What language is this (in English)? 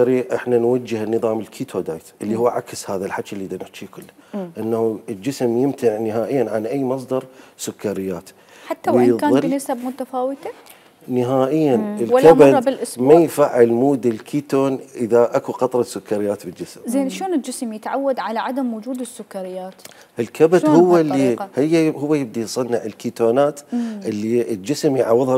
Mesopotamian Arabic